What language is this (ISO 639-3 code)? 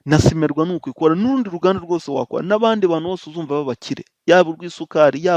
kin